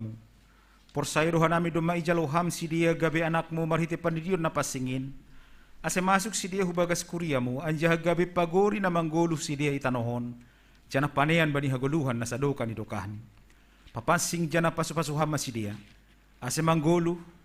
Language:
Batak Simalungun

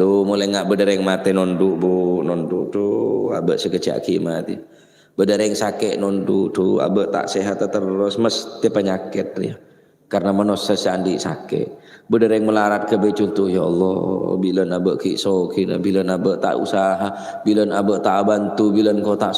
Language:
Madurese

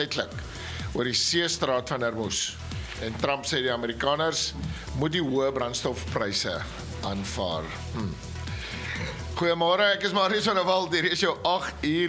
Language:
Afrikaans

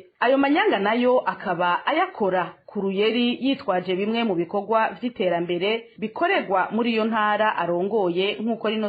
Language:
Rundi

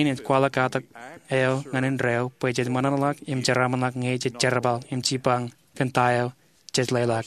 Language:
Marshallese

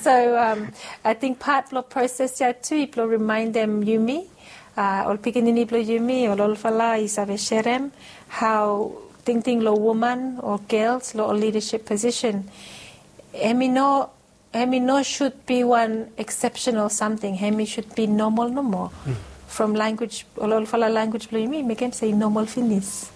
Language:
Bislama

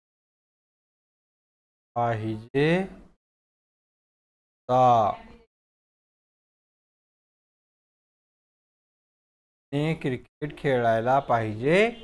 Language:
Marathi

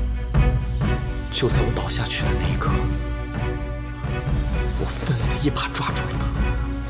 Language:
Chinese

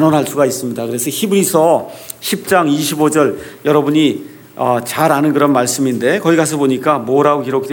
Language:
Korean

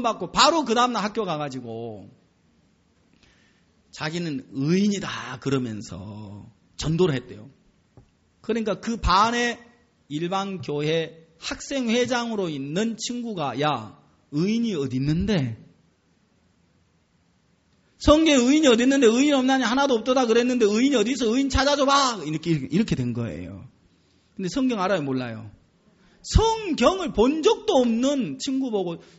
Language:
Korean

